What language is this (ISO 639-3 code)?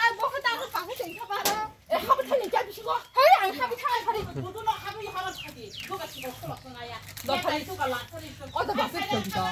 trp